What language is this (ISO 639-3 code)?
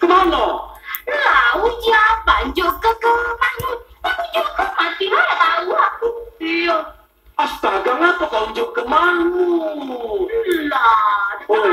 mui